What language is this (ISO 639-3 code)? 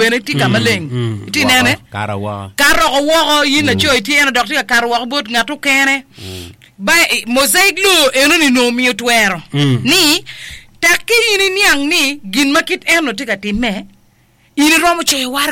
ach